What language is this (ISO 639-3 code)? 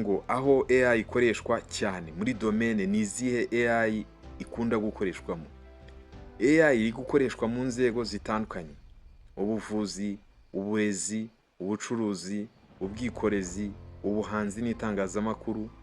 kin